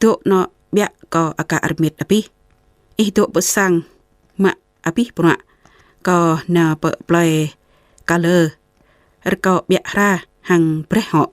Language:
Jarai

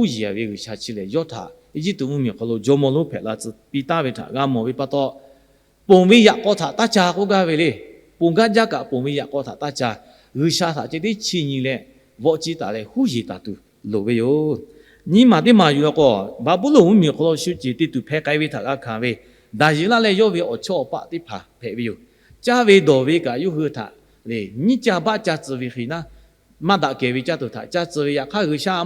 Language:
Lahu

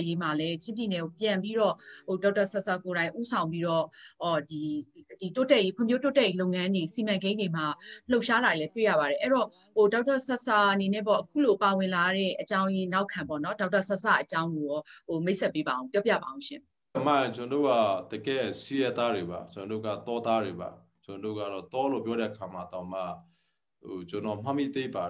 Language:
Burmese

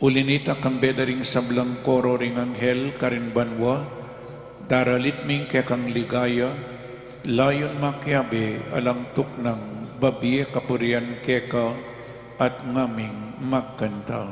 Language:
Pampanga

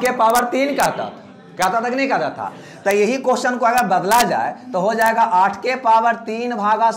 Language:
Hindi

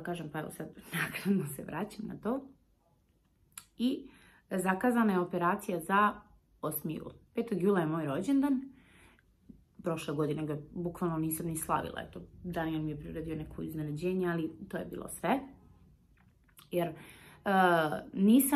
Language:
Serbian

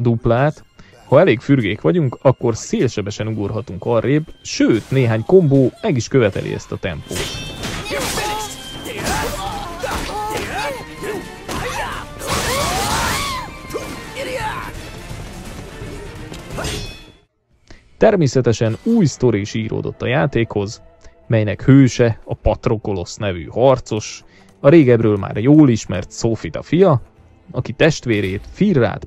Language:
Hungarian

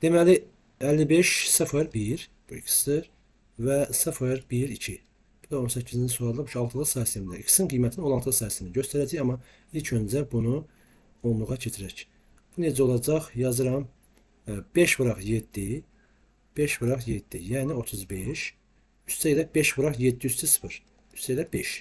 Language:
Azerbaijani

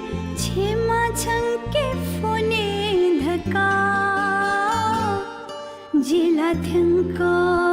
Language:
Newari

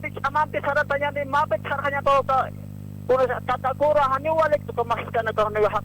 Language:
Aymara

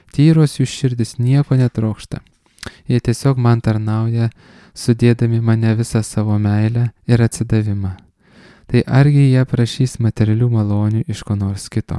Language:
Lithuanian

